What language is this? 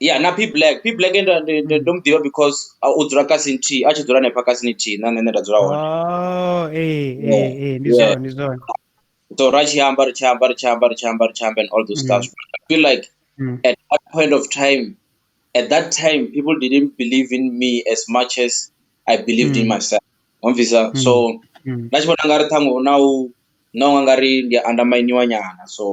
Venda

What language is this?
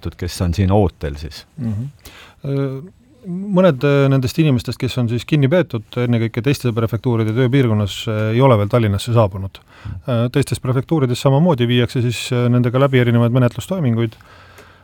Estonian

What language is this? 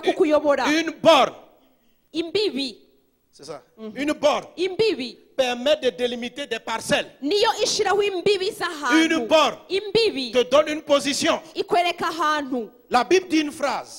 Kinyarwanda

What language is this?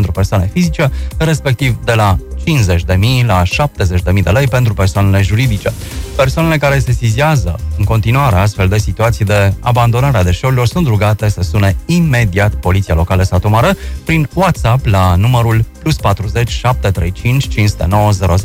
Romanian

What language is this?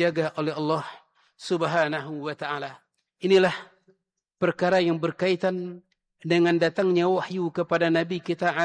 Indonesian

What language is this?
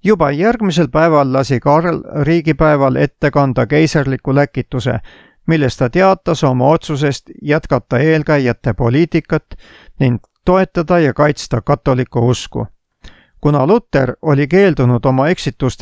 Estonian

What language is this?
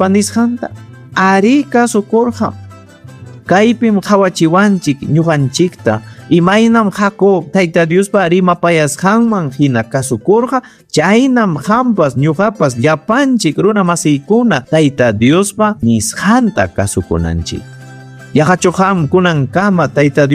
Ayacucho Quechua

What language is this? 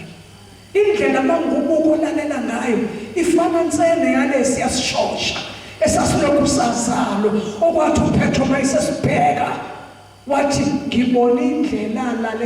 Zulu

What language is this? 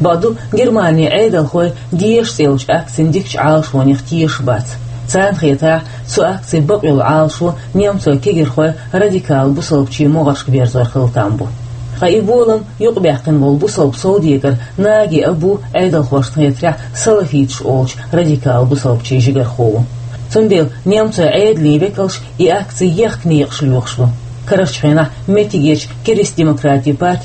Chechen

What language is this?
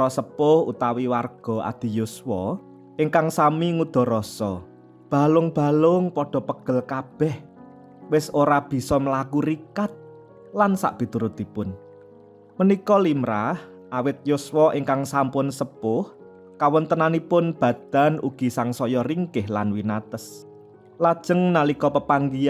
Javanese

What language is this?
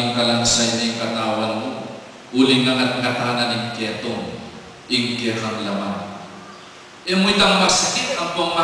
Pampanga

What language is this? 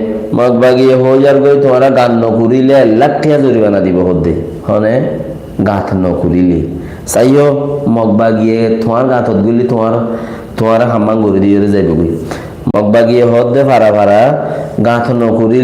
Rohingya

